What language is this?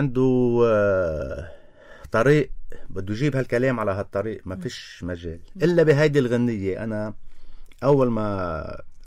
North Levantine Arabic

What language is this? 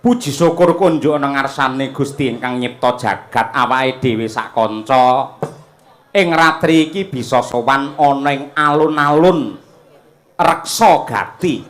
Javanese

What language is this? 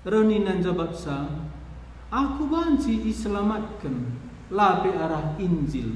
Batak Karo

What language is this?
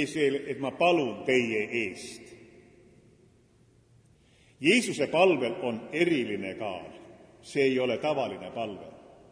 Estonian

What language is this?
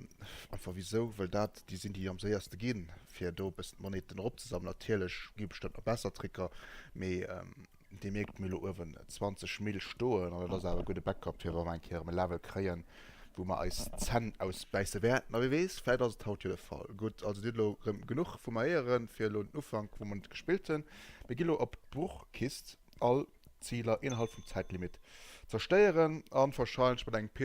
Luxembourgish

